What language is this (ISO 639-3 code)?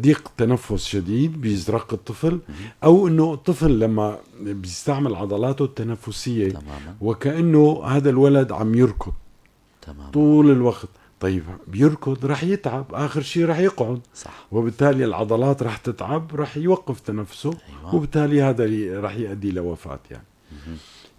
apc